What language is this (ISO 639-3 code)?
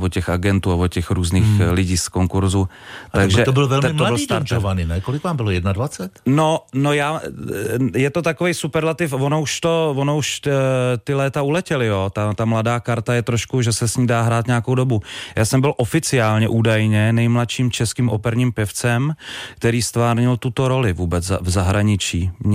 ces